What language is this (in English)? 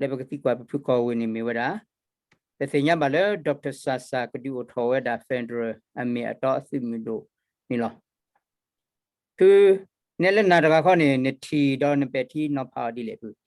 S'gaw Karen